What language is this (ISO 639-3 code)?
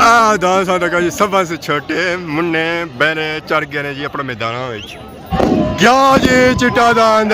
phr